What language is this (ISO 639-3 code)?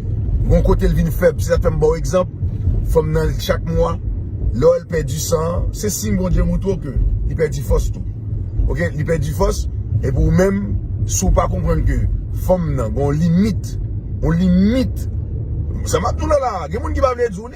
hat